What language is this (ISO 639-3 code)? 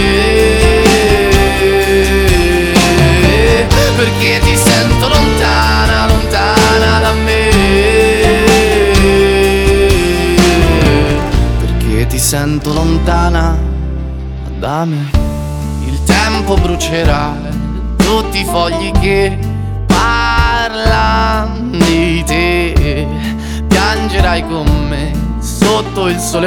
ita